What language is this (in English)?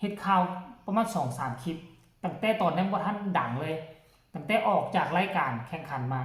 Northeastern Thai